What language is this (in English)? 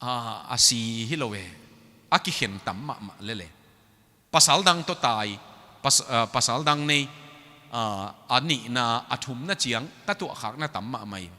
Tedim Chin